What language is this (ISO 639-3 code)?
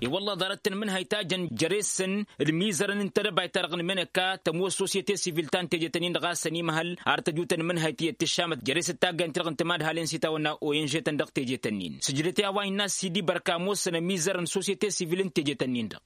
taq